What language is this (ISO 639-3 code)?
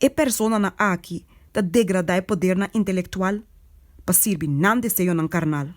pap